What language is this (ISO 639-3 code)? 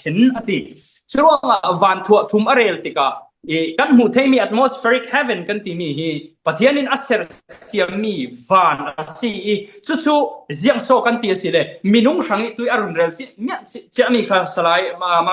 cfm